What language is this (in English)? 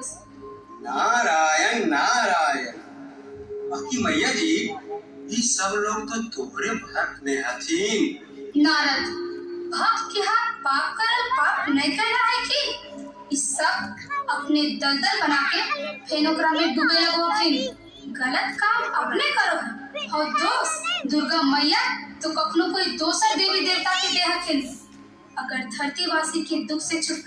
Magahi